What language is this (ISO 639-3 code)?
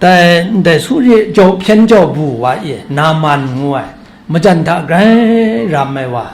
kac